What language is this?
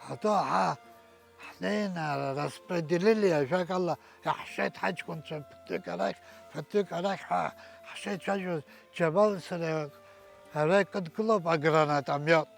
Abkhazian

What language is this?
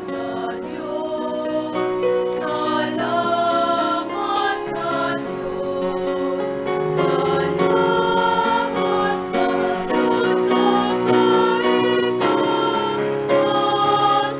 Bikol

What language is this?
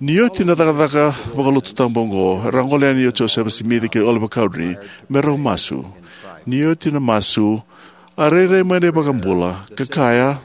Fijian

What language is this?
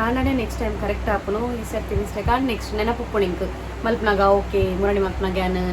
Tulu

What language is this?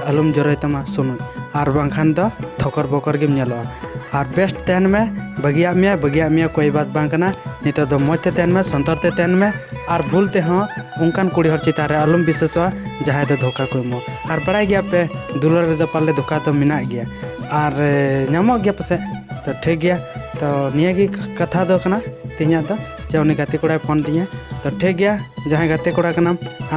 Santali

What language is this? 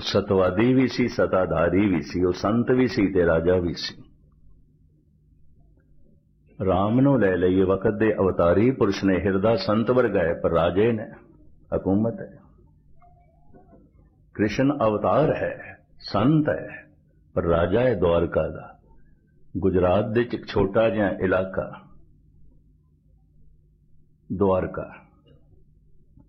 Punjabi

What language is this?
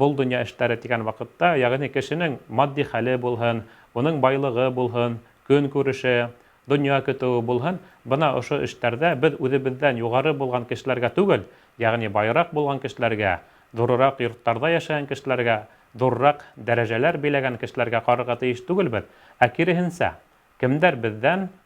Bashkir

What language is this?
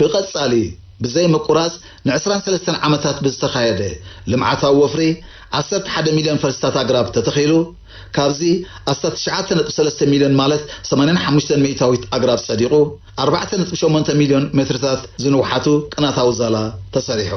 Tigrinya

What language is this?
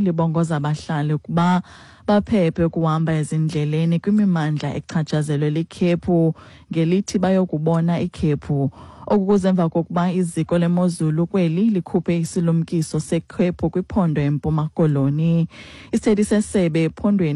Xhosa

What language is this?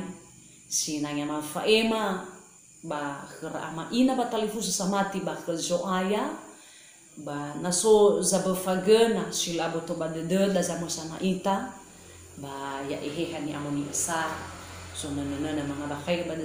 Nias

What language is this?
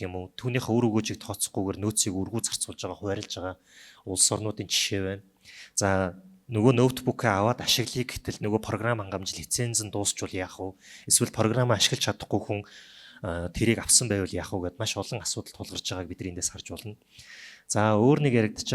Mongolian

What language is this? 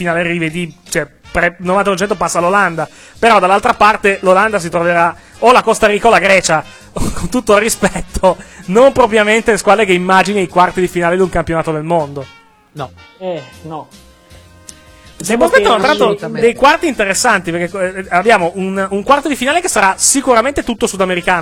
Italian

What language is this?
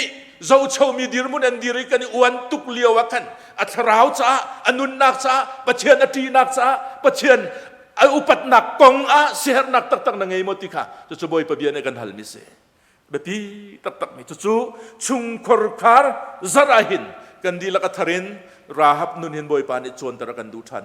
Hakha Chin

